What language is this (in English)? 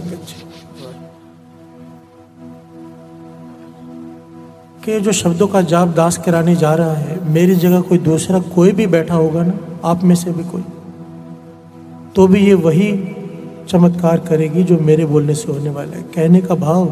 Hindi